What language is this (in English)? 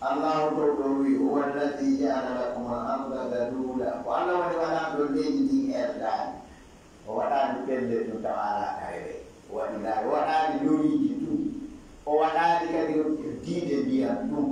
Fula